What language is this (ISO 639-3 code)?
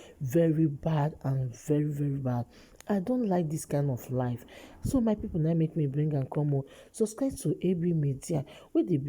pcm